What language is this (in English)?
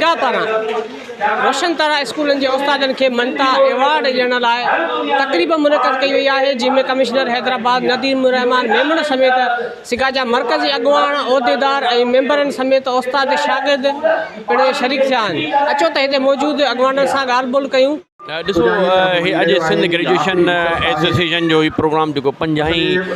Sindhi